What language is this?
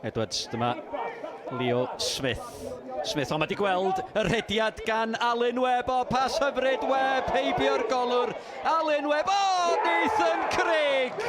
Welsh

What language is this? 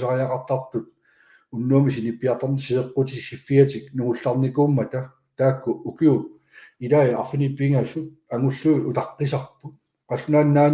Kalaallisut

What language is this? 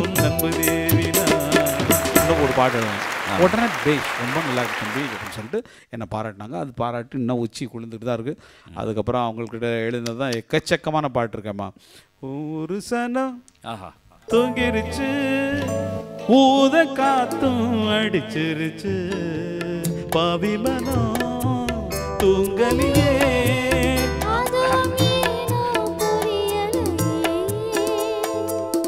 Tamil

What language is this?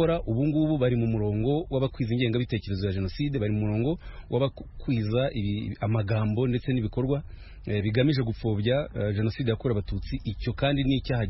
Kinyarwanda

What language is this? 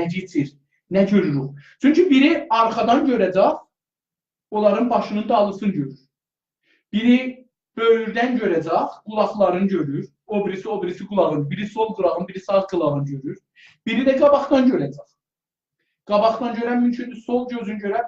South Azerbaijani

